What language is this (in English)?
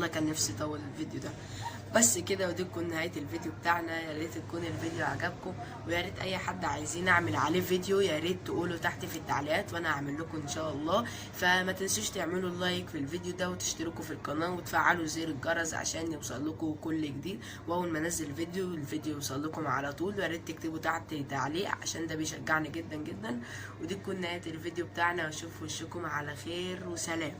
Egyptian Arabic